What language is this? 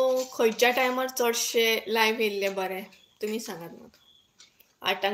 Konkani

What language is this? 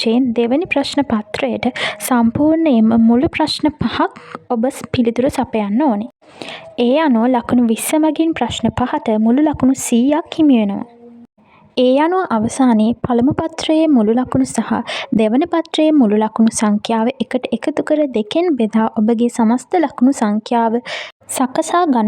Sinhala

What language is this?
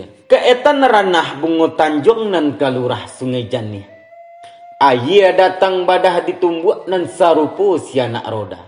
Minangkabau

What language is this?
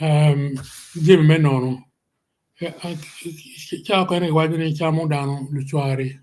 Acoli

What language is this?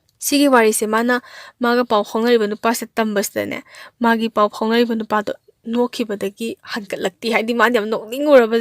Manipuri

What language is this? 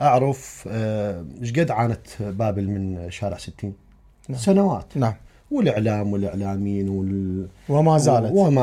Mesopotamian Arabic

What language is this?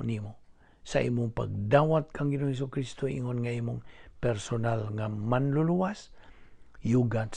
Cebuano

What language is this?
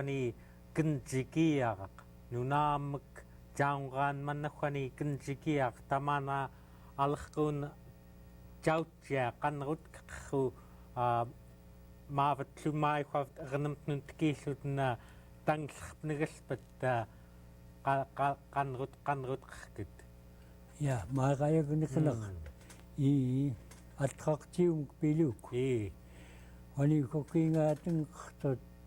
Central Yupik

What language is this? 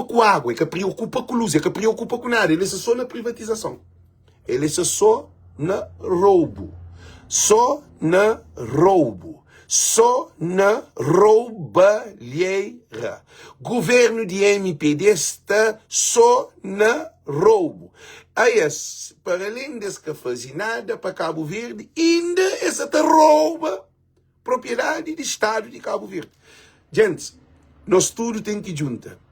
Kabuverdianu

